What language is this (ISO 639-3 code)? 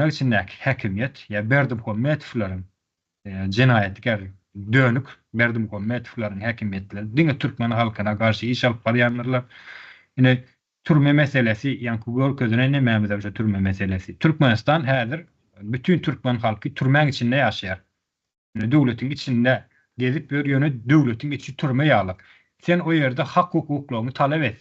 tuk